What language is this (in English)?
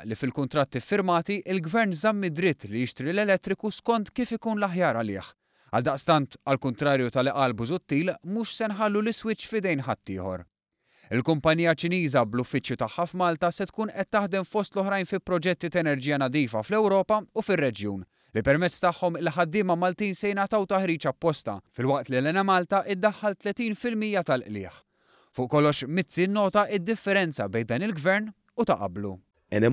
Maltese